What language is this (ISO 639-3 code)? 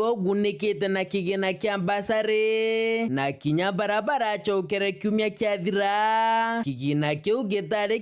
mer